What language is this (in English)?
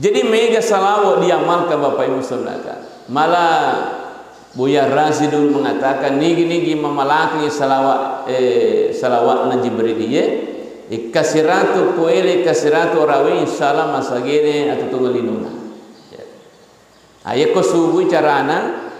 Buginese